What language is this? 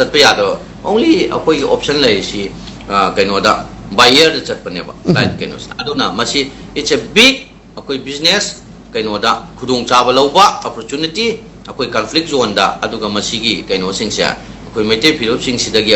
Manipuri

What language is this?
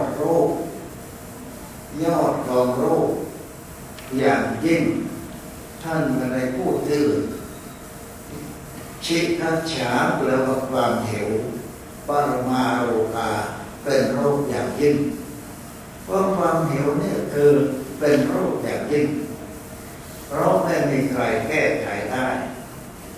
Thai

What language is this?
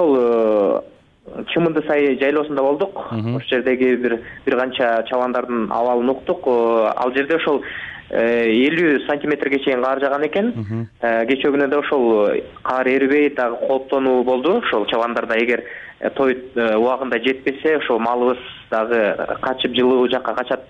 Kyrgyz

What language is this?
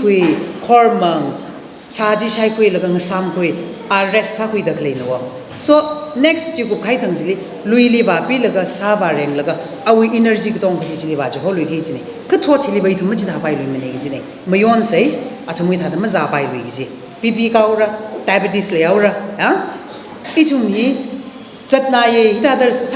Tangkhul Naga (India)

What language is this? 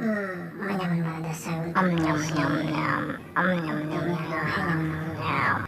Banjar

